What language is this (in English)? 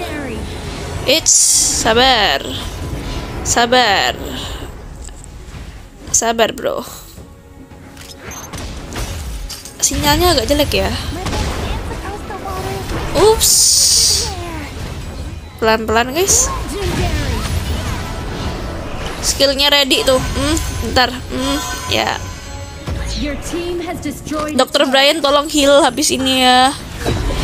Indonesian